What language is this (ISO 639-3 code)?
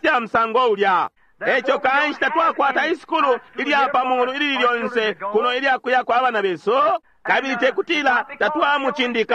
bem